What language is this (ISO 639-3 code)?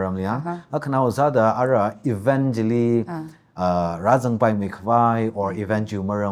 nmf